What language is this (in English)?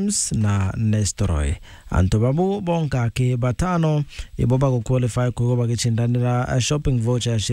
Meru